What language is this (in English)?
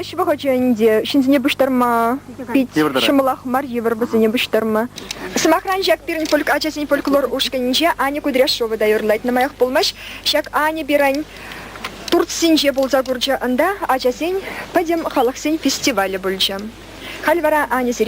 Chuvash